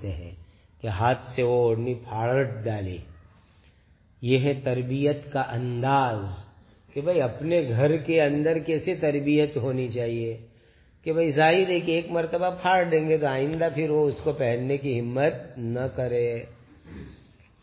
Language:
Urdu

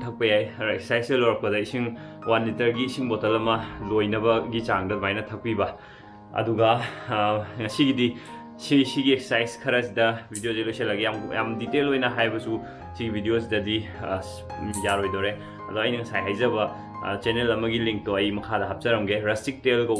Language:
Manipuri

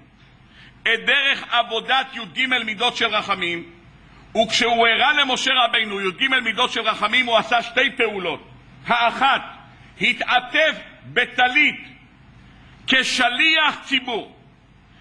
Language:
Hebrew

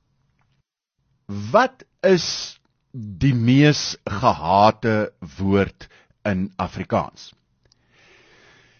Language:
Afrikaans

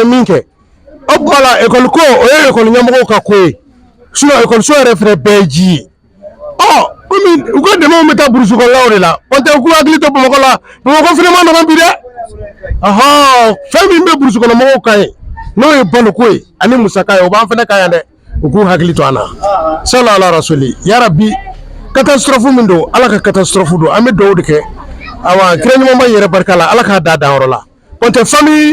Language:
Bambara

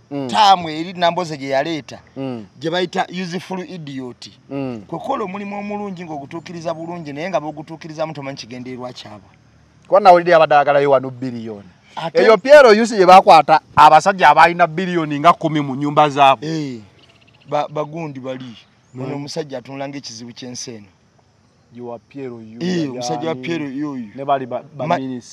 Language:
Ganda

